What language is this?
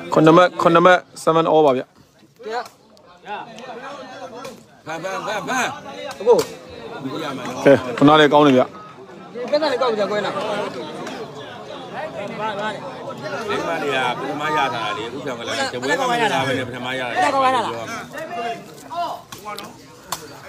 Burmese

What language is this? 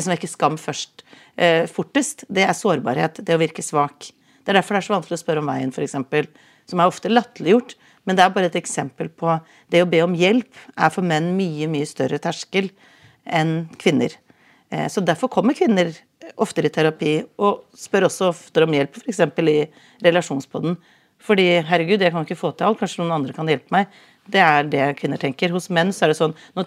Norwegian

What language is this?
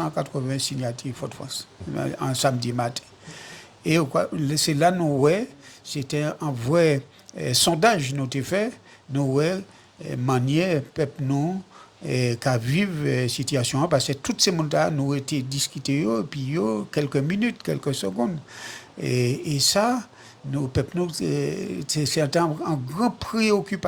Guadeloupean Creole French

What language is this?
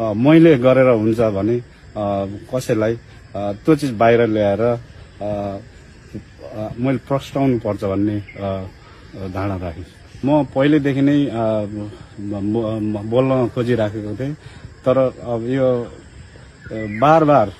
Nepali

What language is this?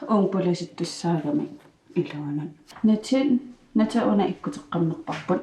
Kalaallisut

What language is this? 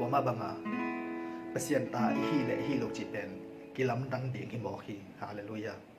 Tedim Chin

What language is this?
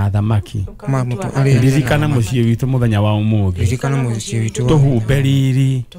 Kikuyu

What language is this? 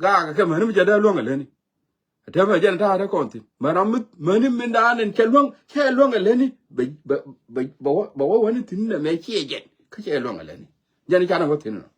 Nuer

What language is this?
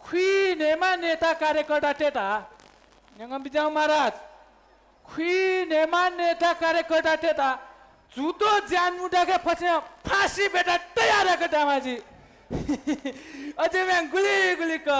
Newari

